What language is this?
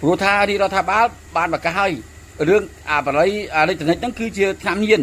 Khmer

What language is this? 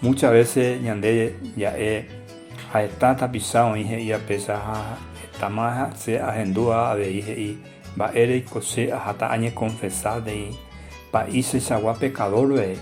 Guarani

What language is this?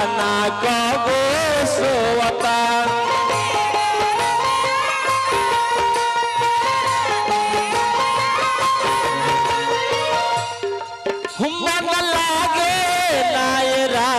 Bhojpuri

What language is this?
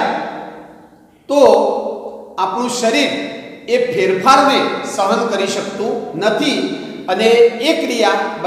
Gujarati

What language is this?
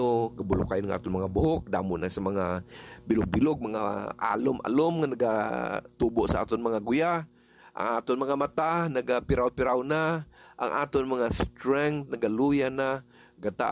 Hiligaynon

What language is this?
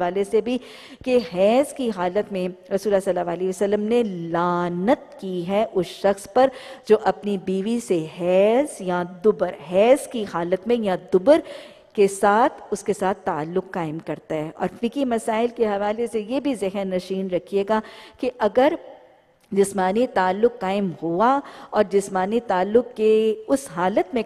Urdu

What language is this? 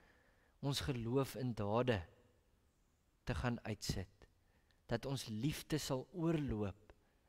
Afrikaans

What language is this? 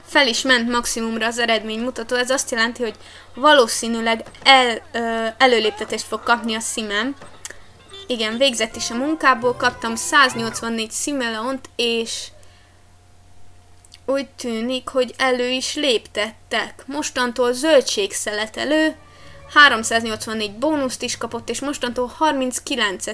Hungarian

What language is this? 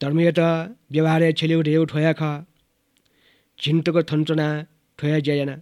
Newari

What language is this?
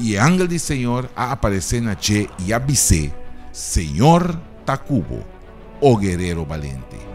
Papiamento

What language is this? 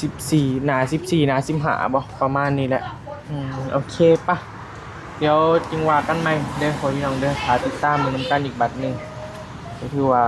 Northeastern Thai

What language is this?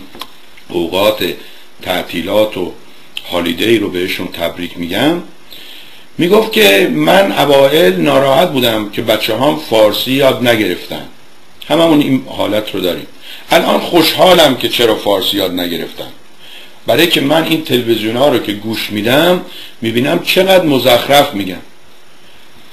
Persian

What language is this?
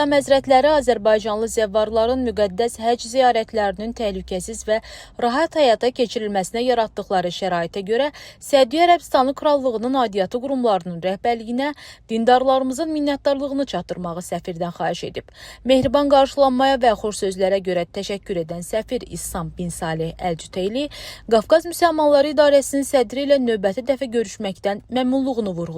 Azerbaijani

